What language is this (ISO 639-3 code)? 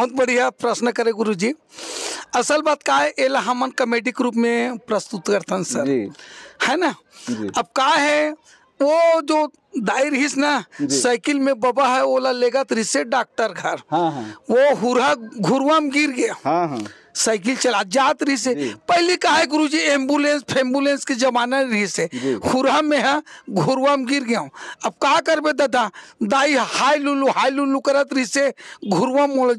hne